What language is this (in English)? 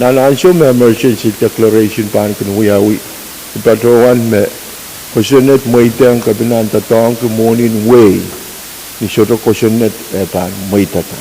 Pohnpeian